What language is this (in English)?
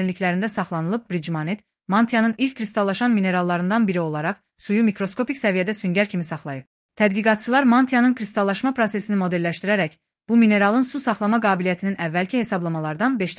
Azerbaijani